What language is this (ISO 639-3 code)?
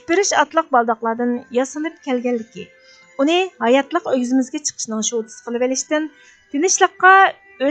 uig